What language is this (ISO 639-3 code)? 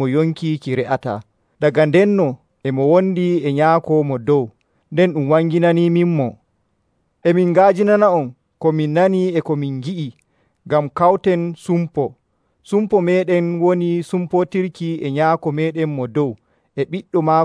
fuv